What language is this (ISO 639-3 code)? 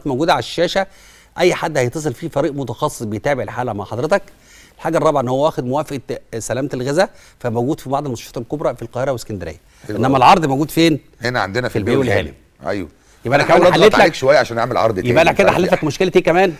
arz